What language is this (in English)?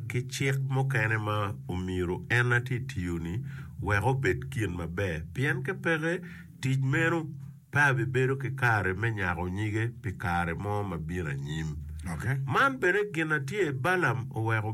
Acoli